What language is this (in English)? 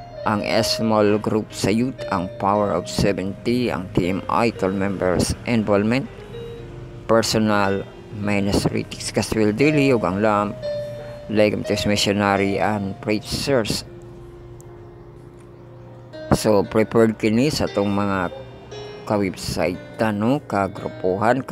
Cebuano